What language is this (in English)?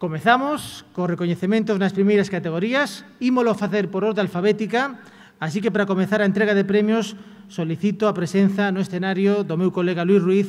Galician